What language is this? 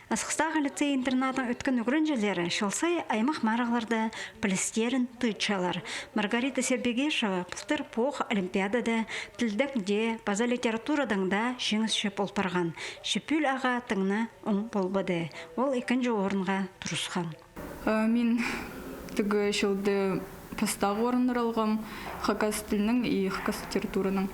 Khakas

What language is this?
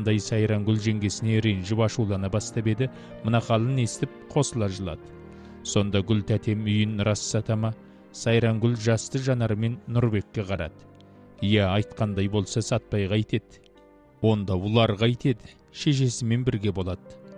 Kazakh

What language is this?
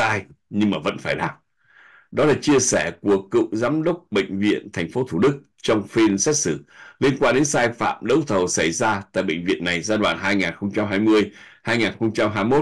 Vietnamese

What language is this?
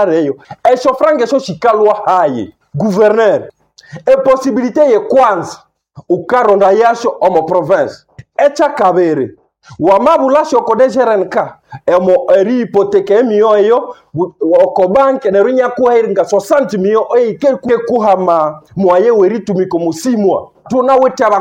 Nande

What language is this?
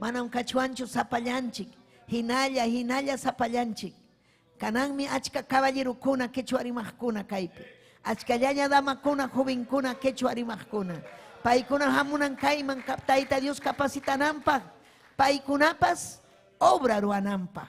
Ayacucho Quechua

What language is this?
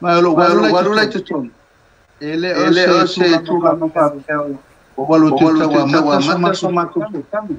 Samoan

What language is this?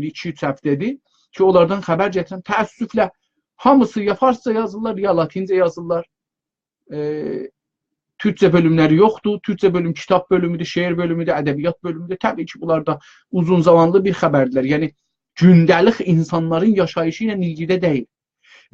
South Azerbaijani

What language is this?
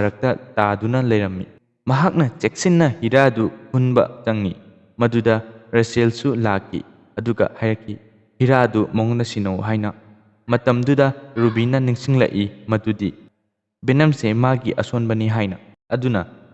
Manipuri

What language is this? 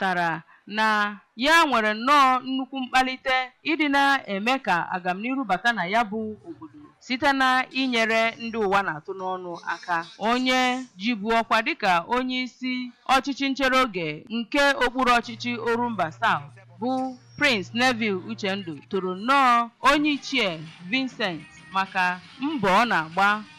Igbo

